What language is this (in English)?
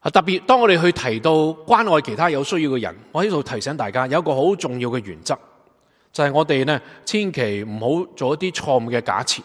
Cantonese